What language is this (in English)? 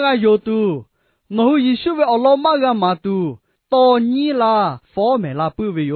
Lahu